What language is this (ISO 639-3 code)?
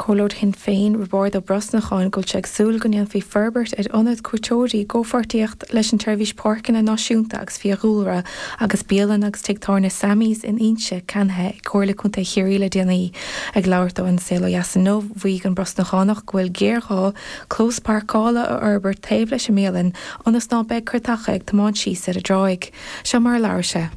gle